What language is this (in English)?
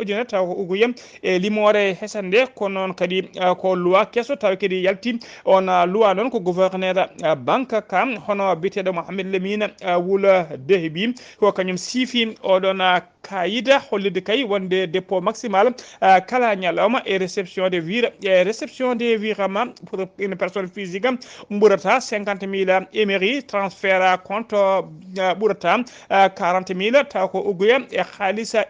Fula